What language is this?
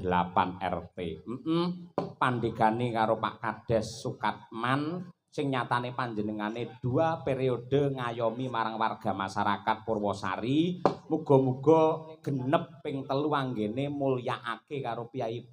Javanese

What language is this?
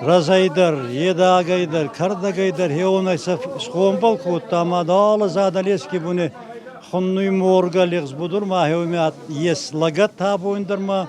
Ossetic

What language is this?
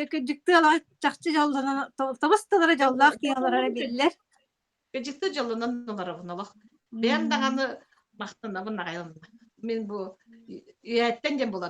Yakut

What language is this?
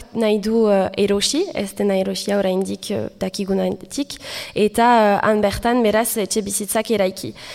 Basque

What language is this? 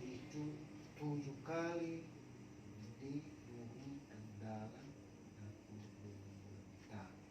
Nias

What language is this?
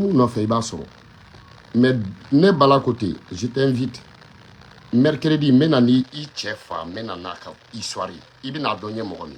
Bambara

